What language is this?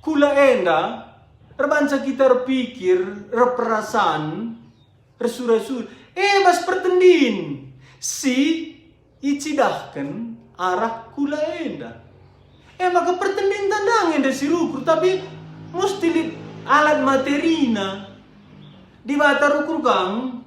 Batak Karo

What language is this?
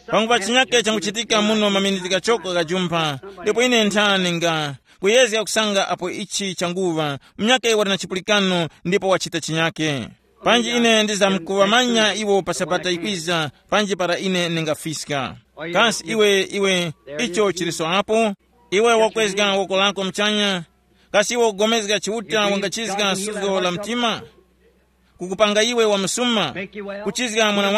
Tumbuka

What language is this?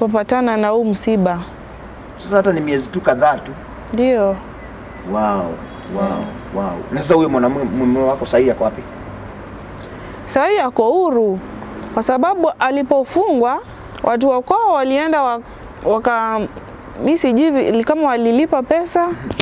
Swahili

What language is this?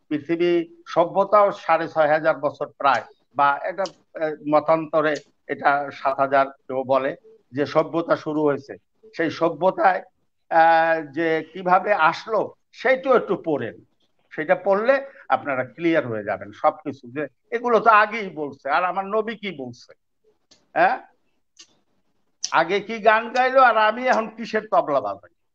Bangla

